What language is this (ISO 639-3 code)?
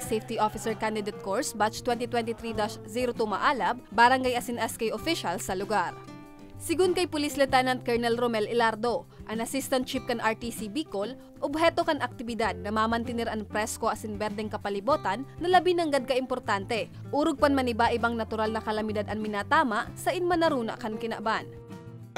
bik